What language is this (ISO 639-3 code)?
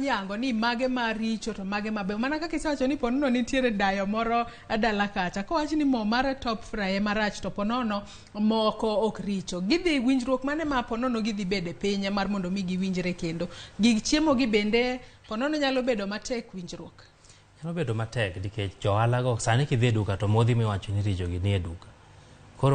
luo